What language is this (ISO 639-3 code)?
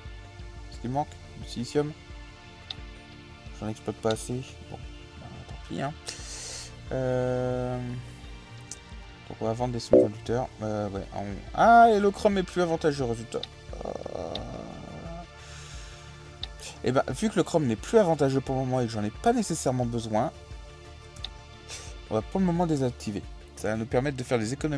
fra